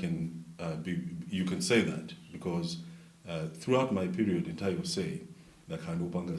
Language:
Nyanja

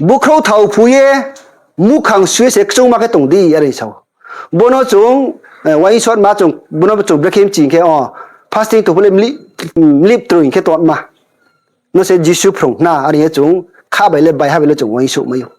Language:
Riang (India)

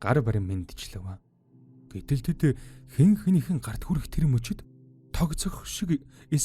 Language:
Mongolian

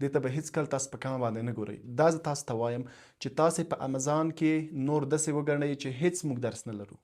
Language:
Pashto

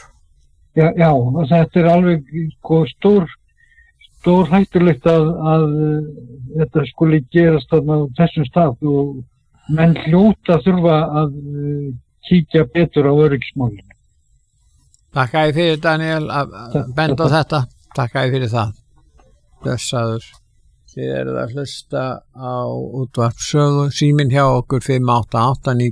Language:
Icelandic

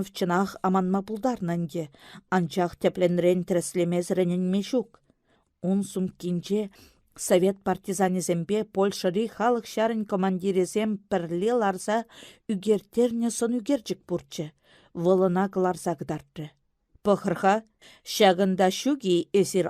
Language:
Chuvash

